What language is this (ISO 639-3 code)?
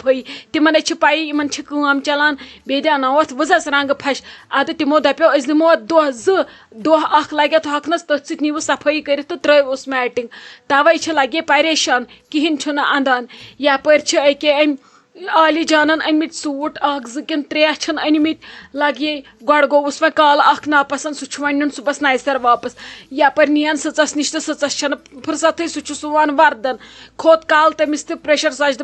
kas